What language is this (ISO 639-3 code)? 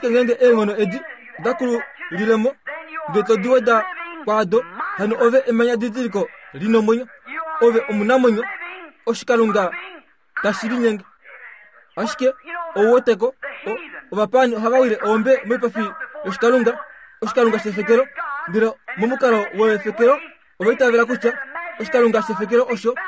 kua